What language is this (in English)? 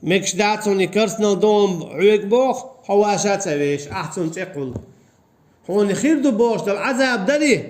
Chechen